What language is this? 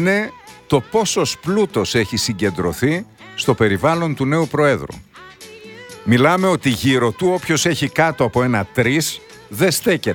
Greek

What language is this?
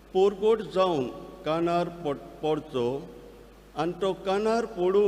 Konkani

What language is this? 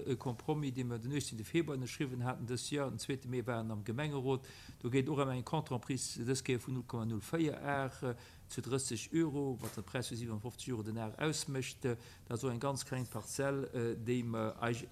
Luxembourgish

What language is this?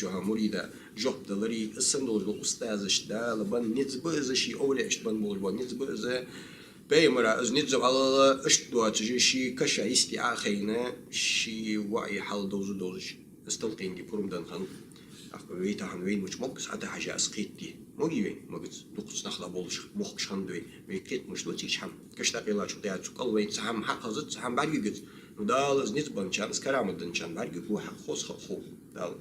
Ingush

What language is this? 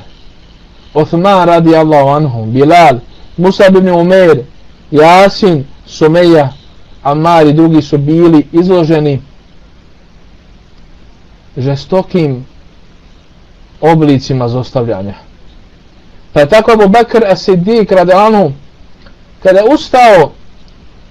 Bosnian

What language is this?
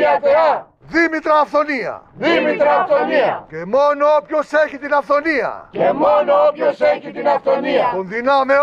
Greek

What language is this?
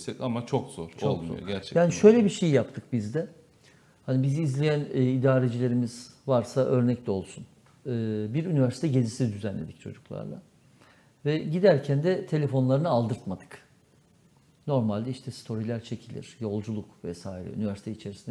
Turkish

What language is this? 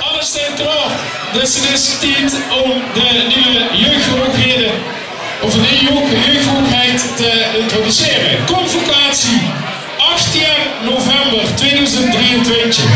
Limburgish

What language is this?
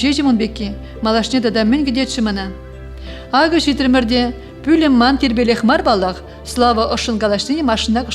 Chuvash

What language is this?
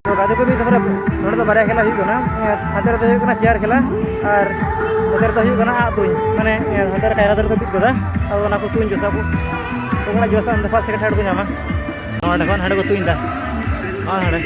Santali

